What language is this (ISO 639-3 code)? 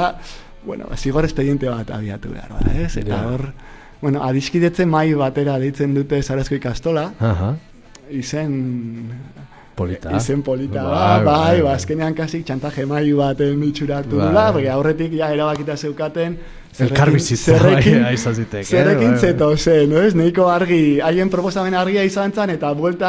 eus